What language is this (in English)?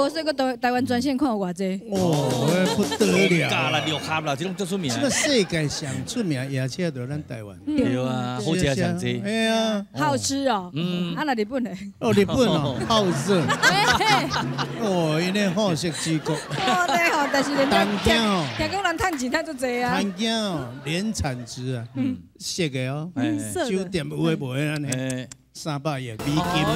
Min Nan Chinese